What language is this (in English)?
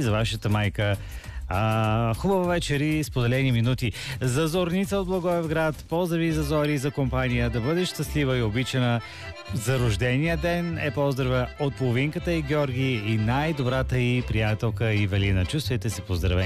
Bulgarian